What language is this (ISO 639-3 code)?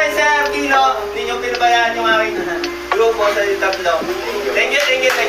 fil